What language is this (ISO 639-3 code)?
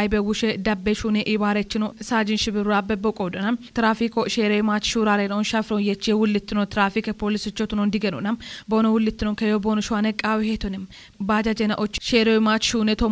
kbr